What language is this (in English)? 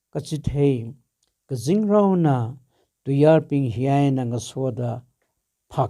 Tangkhul Naga (India)